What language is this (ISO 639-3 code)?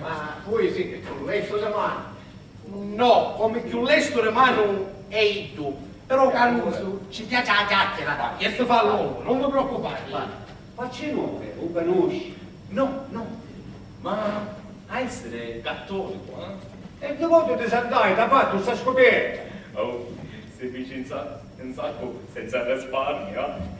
scn